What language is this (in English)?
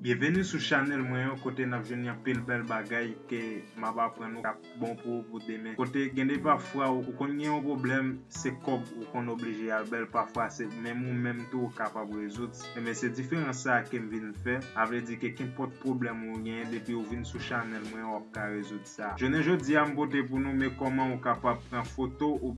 Haitian Creole